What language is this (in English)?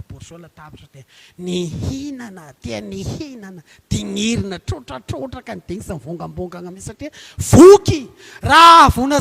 Malagasy